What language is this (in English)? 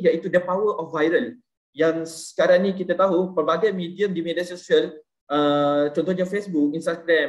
Malay